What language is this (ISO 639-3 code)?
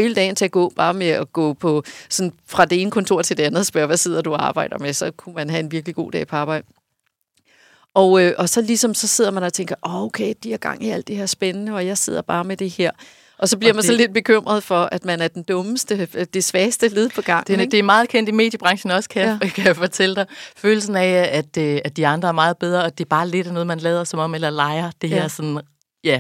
dan